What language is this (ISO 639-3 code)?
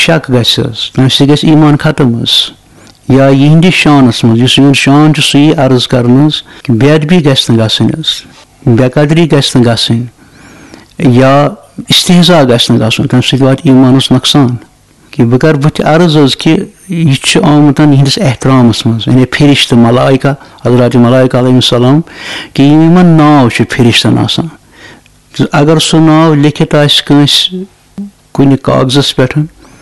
kas